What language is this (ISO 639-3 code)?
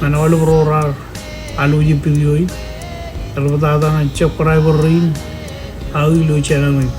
mah